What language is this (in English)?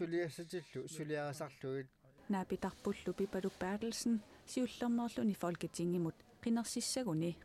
Kalaallisut